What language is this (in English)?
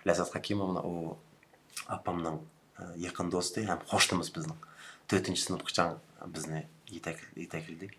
Uyghur